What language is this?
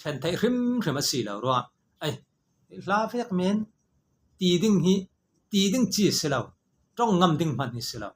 Falam Chin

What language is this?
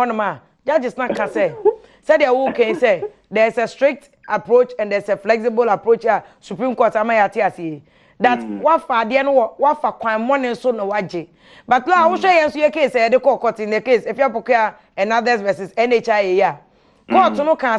Akan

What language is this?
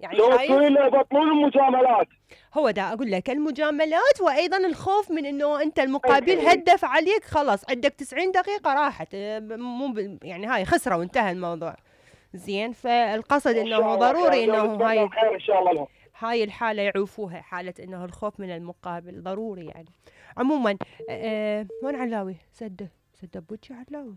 Mesopotamian Arabic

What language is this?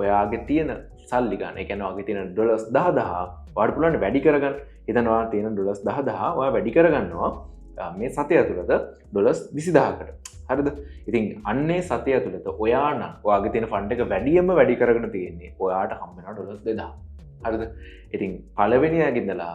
Sinhala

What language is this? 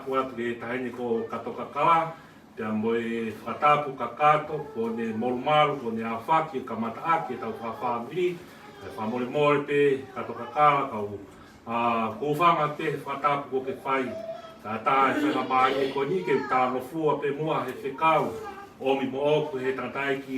Tongan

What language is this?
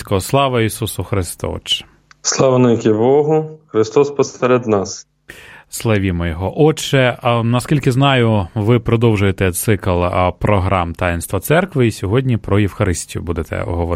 Ukrainian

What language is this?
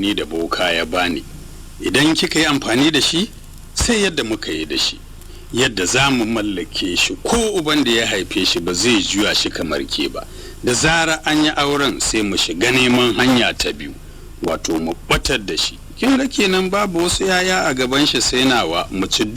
Hausa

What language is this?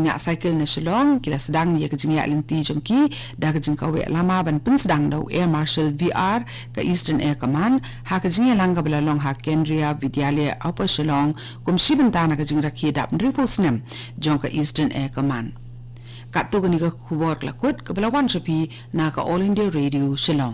Khasi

